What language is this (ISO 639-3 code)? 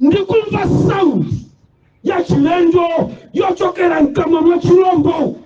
nya